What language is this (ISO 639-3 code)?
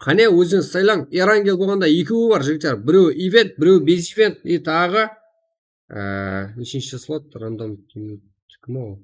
kaa